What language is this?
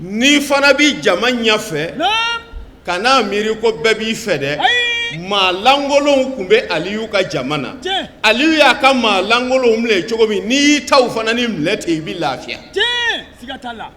Bambara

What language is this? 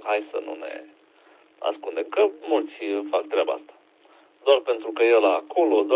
Romanian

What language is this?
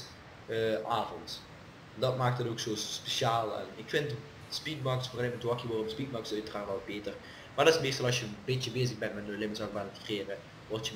Dutch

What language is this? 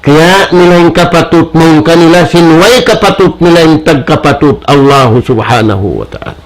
Tausug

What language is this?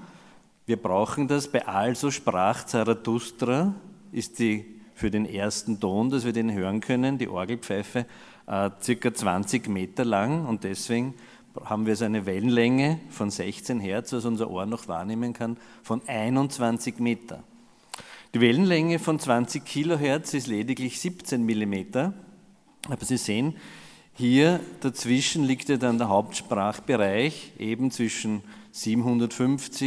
German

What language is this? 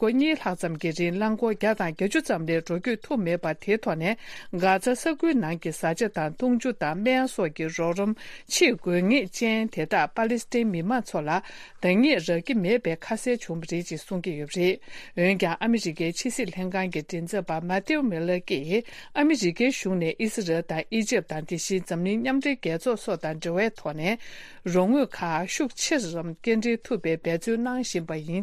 Tibetan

